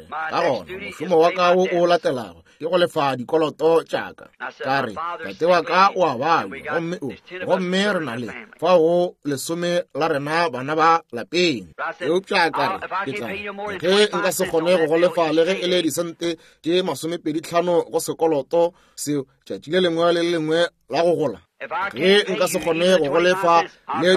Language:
Northern Sotho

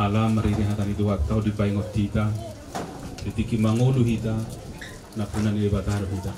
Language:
Batak Toba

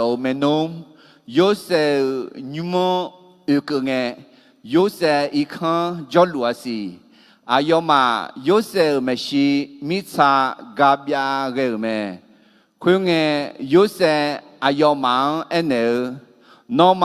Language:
Akha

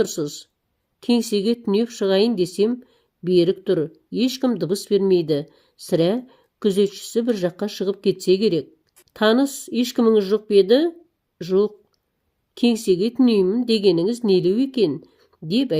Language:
Kazakh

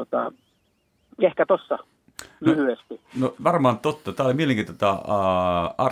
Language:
Finnish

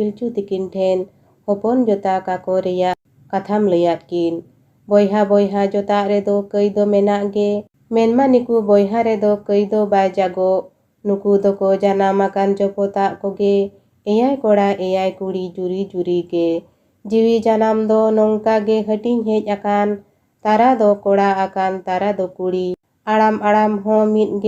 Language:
Santali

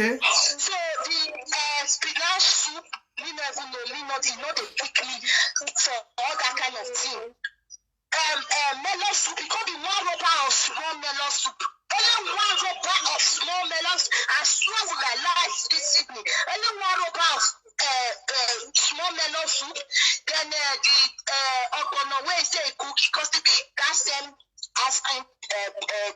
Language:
Nigerian Pidgin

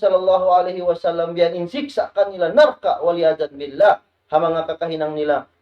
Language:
Tausug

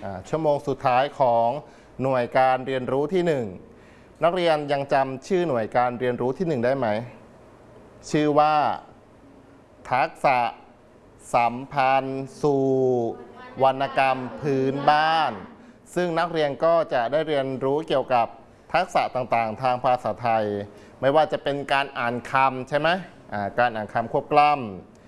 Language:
Thai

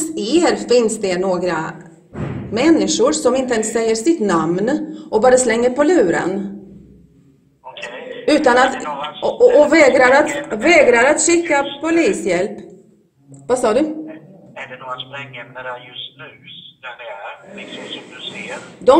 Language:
Swedish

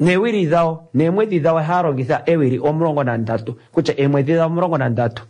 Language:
Kuanyama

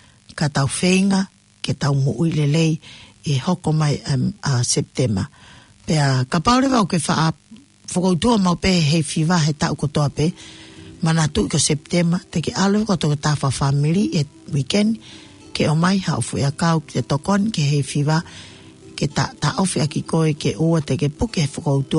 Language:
Tongan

